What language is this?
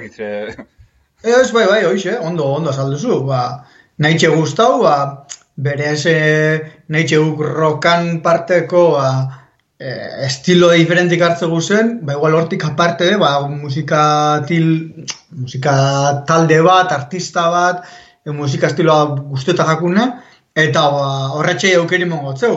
Basque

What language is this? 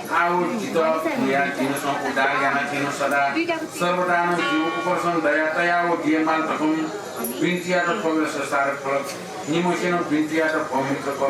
Newari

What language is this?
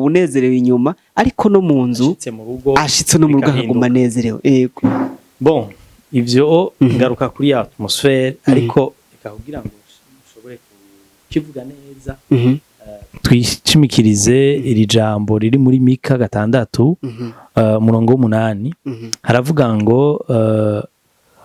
Rundi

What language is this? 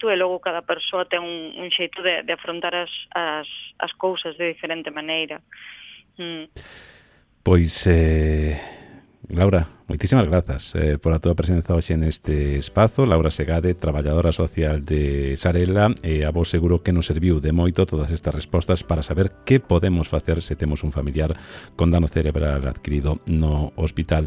Galician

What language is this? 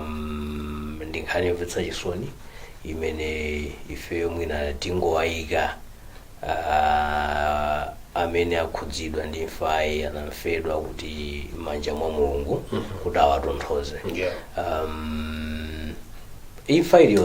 Nyanja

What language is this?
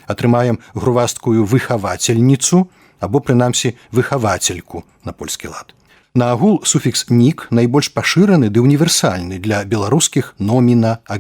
Belarusian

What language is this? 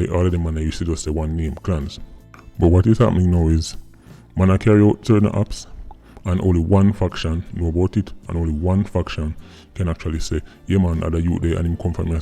Jamaican Creole English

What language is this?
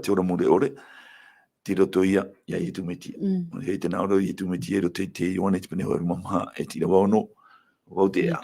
Tahitian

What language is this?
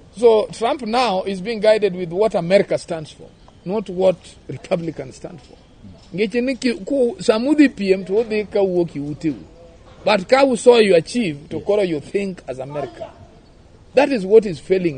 Luo (Kenya and Tanzania)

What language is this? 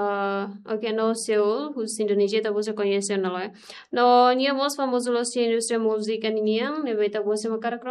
Tetum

